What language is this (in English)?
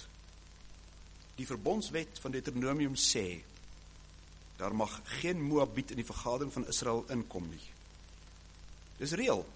Afrikaans